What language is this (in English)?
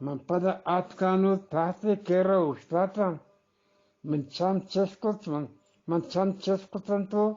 Eastern Balochi